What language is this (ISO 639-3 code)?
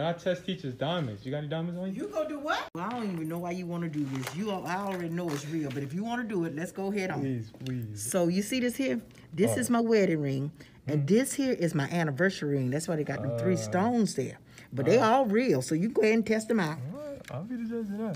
eng